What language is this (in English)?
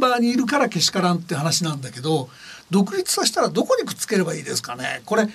Japanese